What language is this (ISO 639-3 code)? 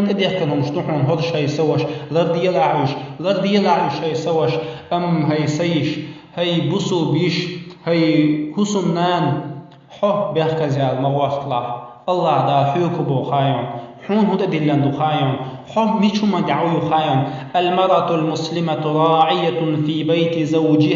che